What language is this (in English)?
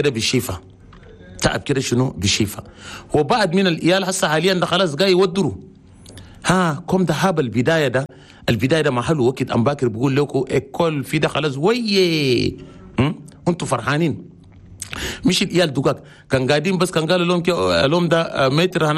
Chadian Arabic